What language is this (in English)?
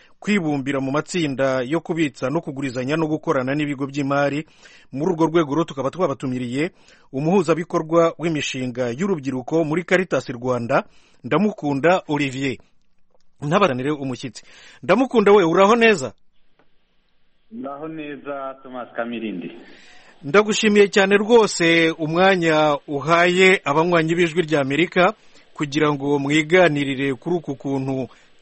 Kinyarwanda